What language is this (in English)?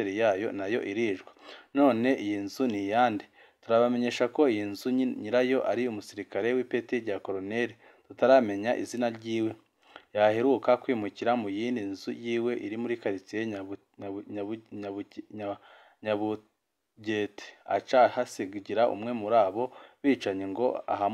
Rundi